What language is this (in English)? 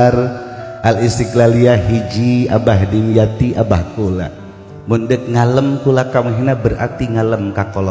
Sundanese